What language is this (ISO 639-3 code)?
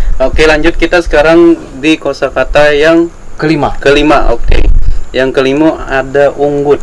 bjn